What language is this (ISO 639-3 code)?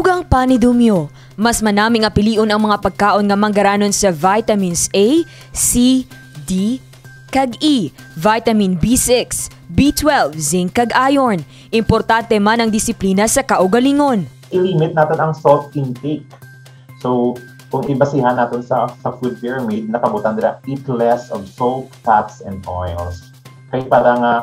hil